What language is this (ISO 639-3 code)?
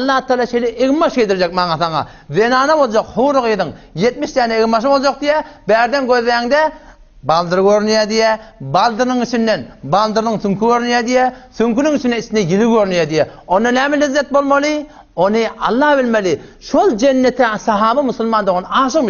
tuk